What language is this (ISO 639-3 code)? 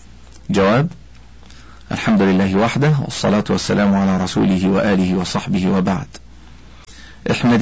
ara